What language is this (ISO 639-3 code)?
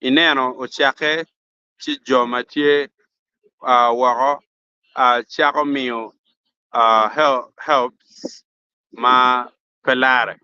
ach